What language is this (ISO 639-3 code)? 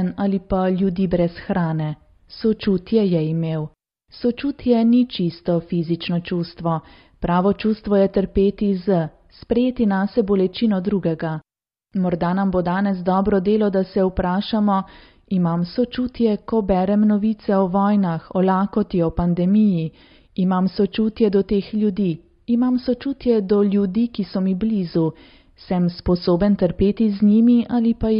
slv